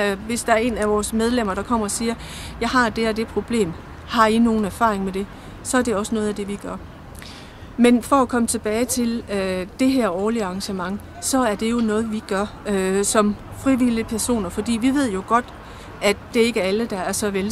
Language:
Danish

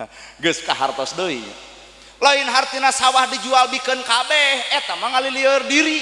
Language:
Sundanese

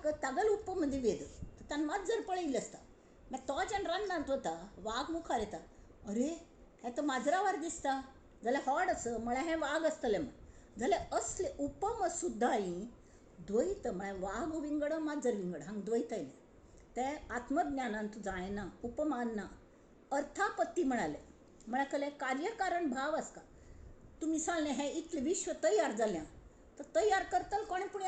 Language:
Konkani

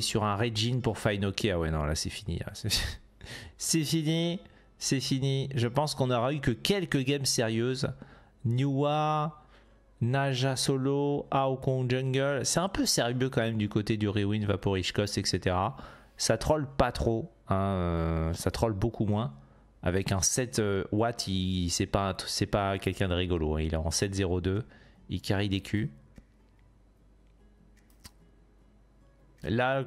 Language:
French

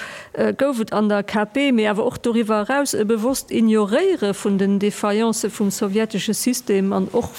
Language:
Luxembourgish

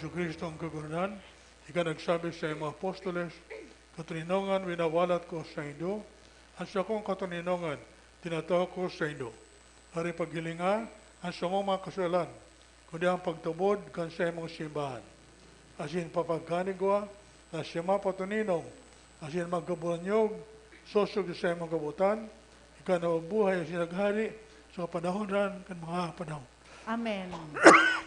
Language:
Bikol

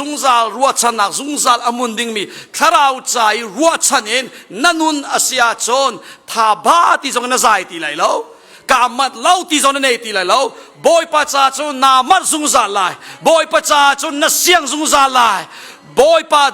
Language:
Hakha Chin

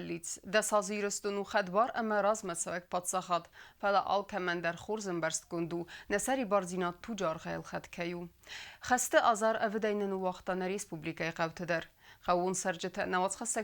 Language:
Ossetic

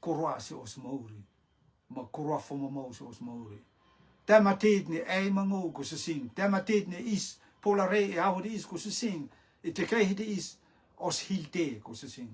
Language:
Rotuman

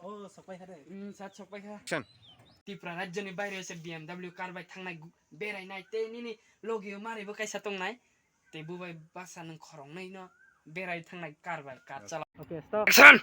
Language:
Kok Borok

